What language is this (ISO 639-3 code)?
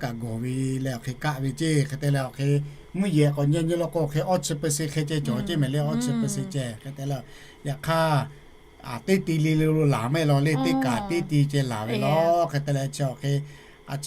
lhu